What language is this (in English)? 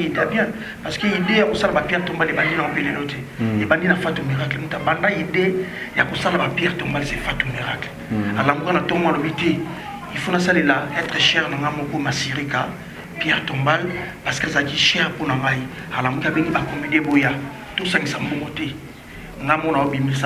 Lingala